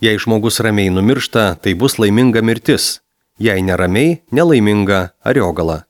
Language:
Lithuanian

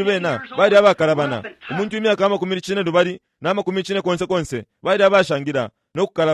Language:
Bemba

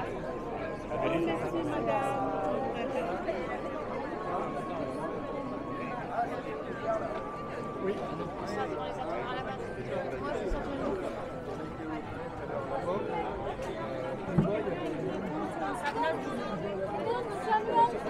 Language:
French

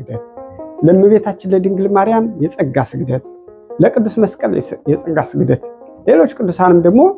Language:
Amharic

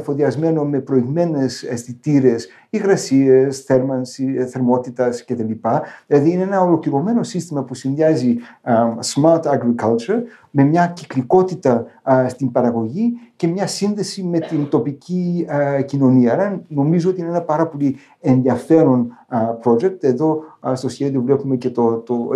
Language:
Greek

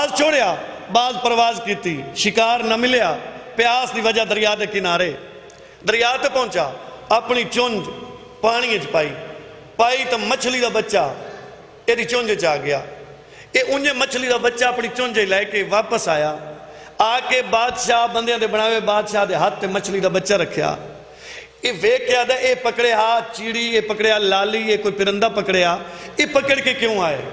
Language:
Saraiki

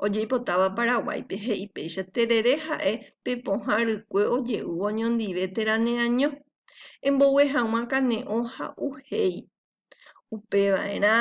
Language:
Guarani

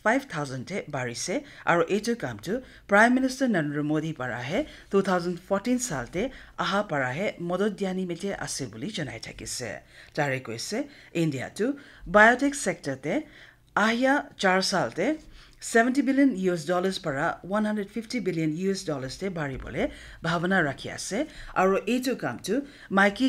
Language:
Naga Pidgin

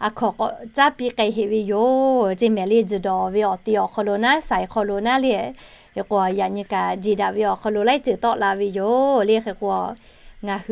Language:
Lahu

